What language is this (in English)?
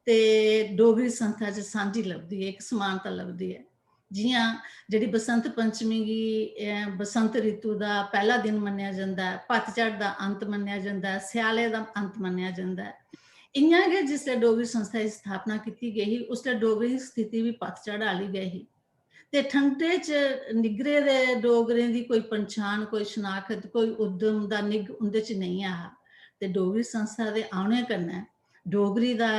Dogri